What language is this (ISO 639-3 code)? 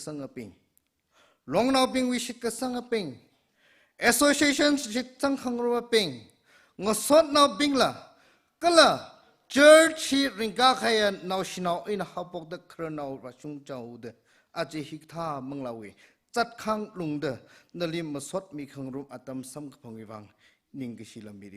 nmf